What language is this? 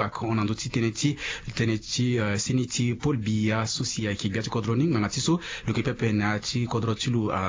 Sango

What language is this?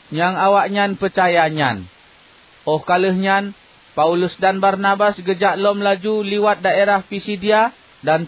Achinese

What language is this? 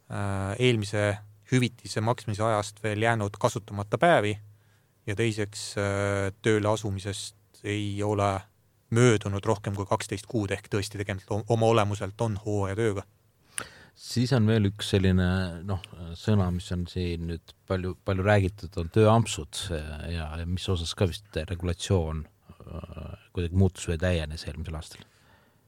Estonian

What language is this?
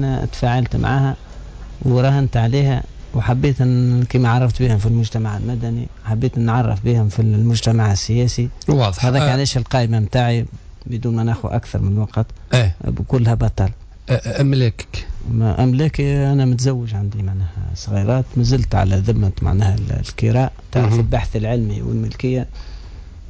Tunisian Arabic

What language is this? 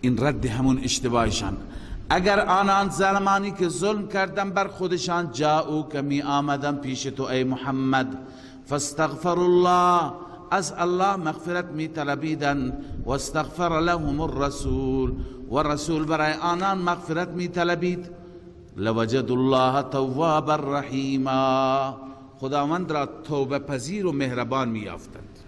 Persian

